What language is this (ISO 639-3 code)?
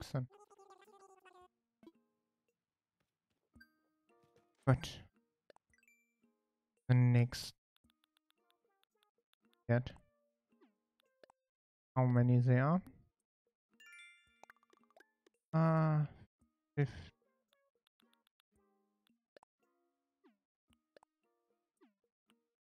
eng